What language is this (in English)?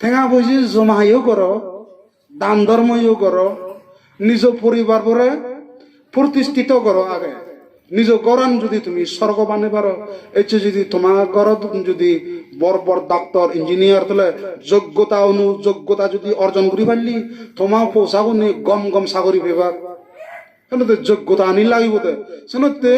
Chakma